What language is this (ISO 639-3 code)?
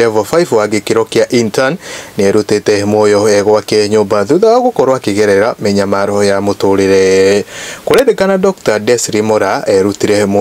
kik